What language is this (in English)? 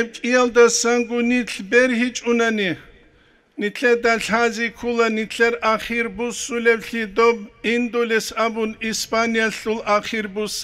Avaric